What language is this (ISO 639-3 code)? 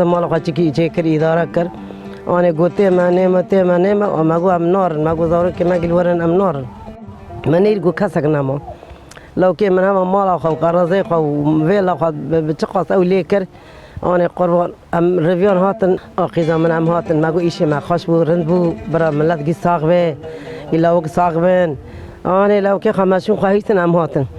kur